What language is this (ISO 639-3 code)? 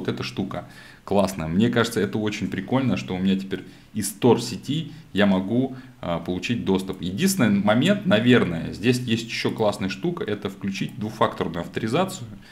rus